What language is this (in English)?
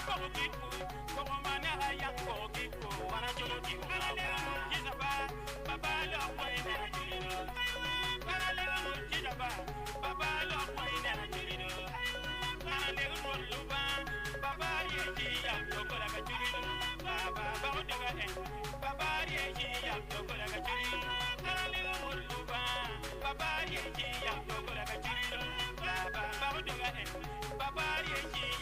Acoli